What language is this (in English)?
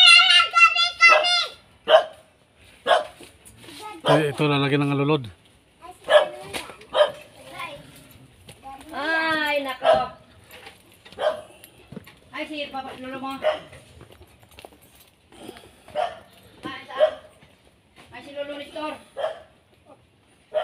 Filipino